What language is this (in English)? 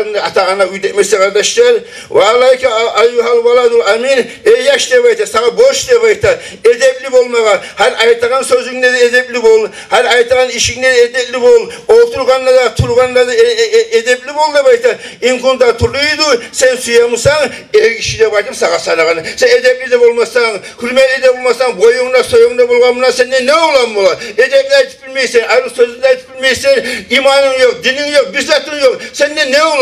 Kumyk